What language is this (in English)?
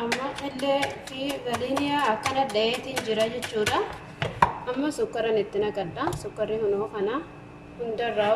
Oromo